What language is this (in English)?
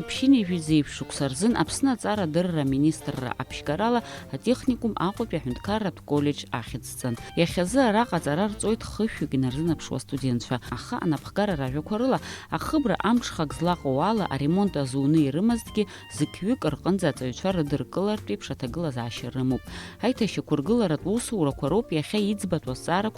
Abkhazian